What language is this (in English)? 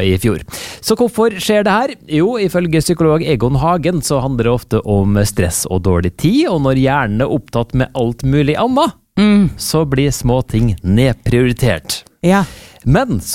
Norwegian